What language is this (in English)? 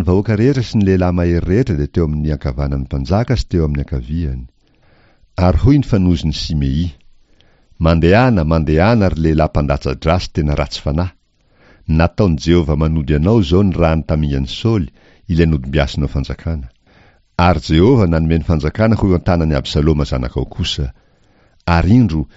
Malagasy